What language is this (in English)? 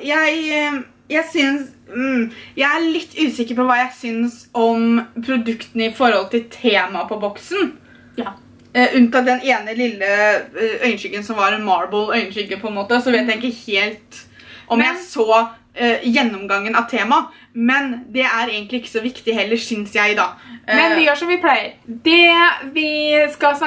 Norwegian